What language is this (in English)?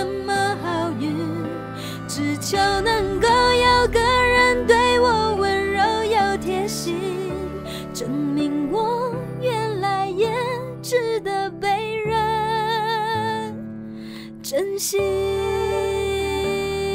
Chinese